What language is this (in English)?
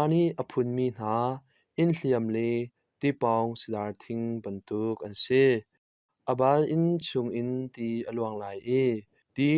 Hakha Chin